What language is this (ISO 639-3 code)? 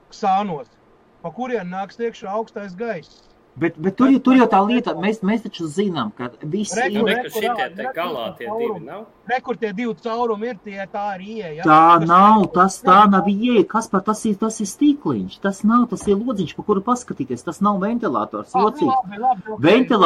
lav